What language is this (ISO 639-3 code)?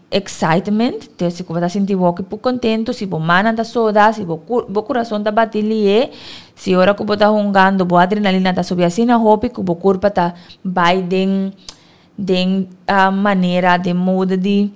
pap